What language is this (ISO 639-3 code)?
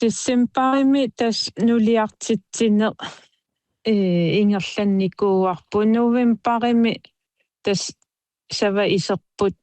kal